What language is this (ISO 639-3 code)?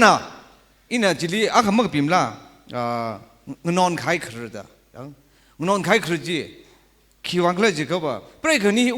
nmf